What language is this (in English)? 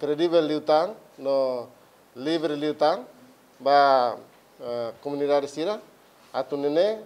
Tetum